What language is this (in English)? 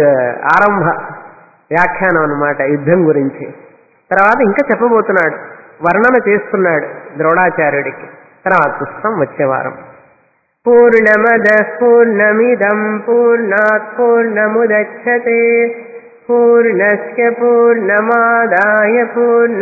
Telugu